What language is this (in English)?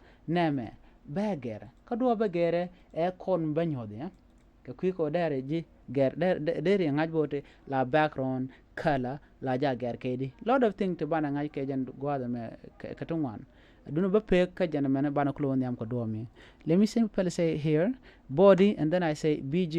Nuer